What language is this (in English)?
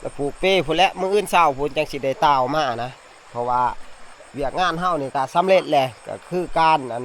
Northeastern Thai